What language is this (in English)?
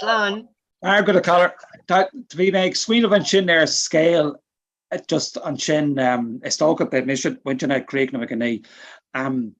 Irish